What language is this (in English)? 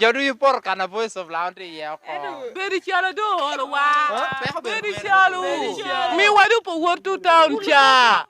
Lango (Uganda)